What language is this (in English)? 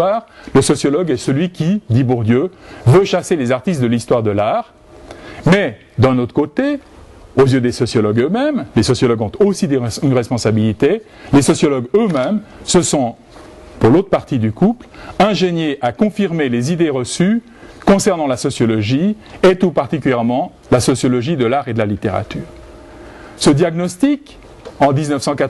French